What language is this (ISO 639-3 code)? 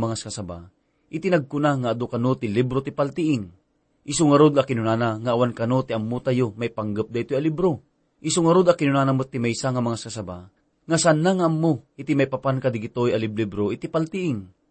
ilo